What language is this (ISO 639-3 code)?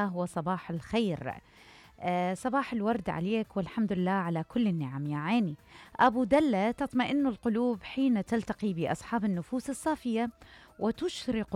acm